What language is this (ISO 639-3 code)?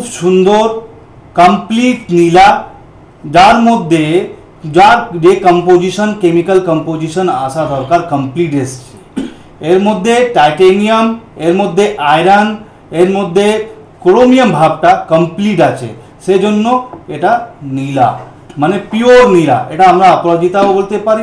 ben